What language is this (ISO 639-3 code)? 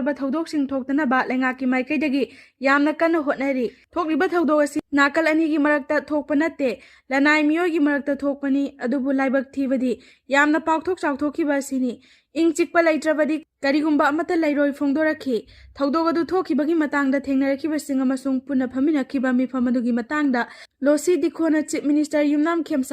mni